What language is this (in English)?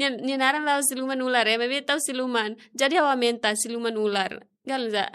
Tetum